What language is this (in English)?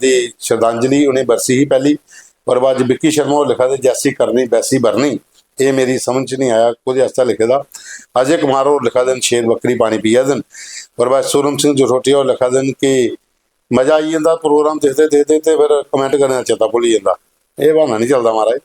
Dogri